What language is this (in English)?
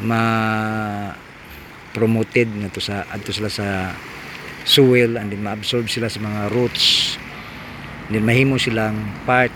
Cebuano